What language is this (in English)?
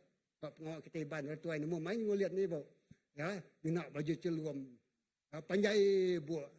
Iban